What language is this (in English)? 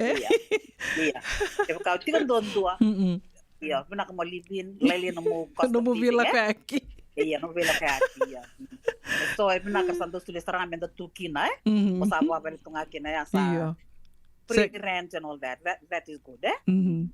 Fijian